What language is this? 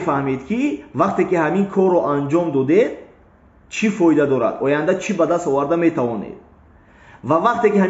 Tajik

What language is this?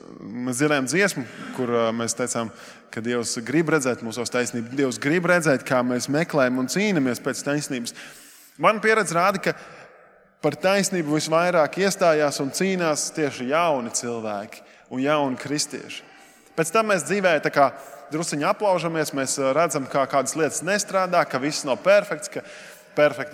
Latvian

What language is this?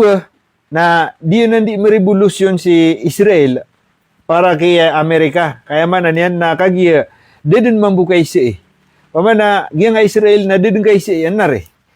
Maranao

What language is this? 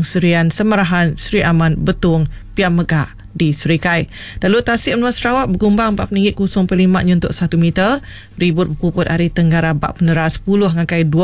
Iban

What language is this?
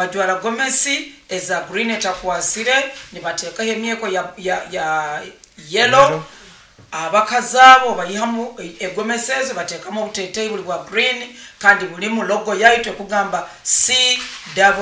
Nyoro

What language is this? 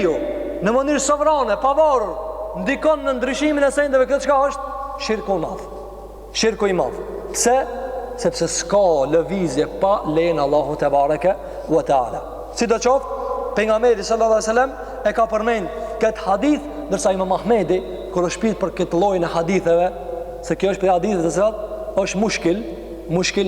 Albanian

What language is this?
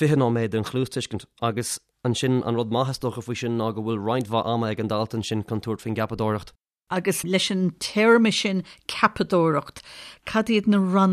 Irish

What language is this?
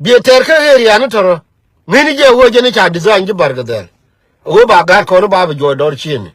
Nuer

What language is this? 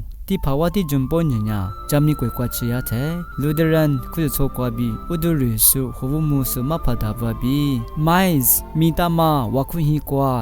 Lisu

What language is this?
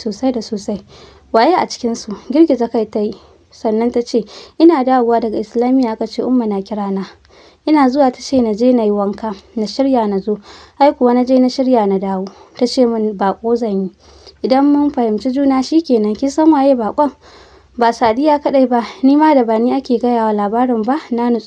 Hausa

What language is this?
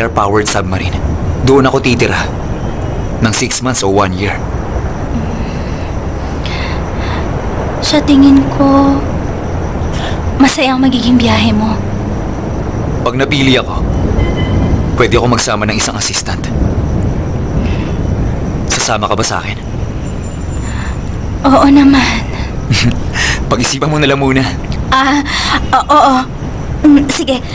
Filipino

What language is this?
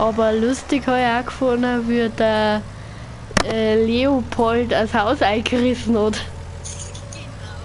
Bavarian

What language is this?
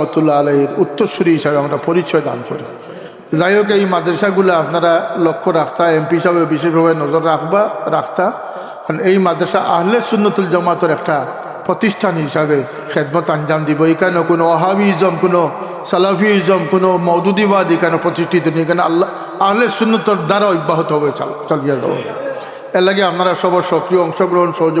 Sylheti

